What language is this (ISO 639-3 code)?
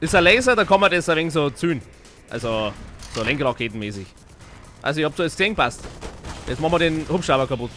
bar